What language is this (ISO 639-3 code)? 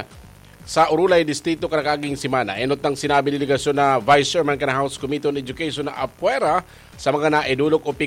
bik